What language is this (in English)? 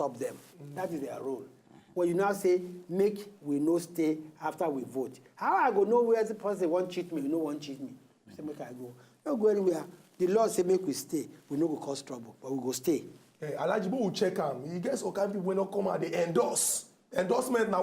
Nigerian Pidgin